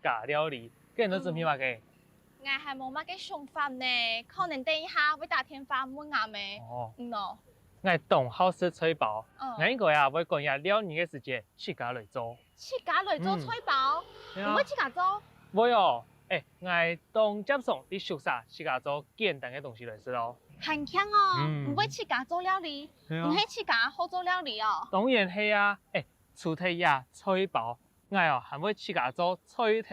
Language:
Hakka Chinese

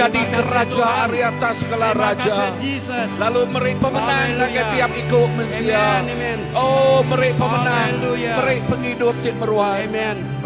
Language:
Iban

